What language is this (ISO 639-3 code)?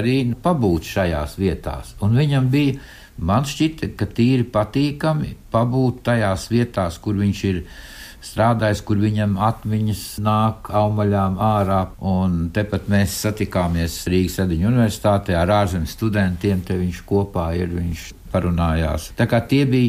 lav